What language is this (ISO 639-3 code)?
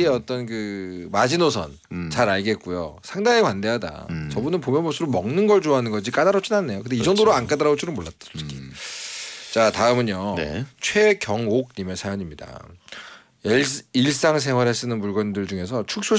kor